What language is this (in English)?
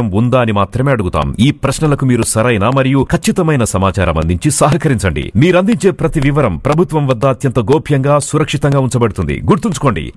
Telugu